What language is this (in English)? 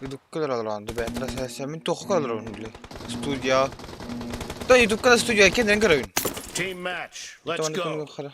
Yakut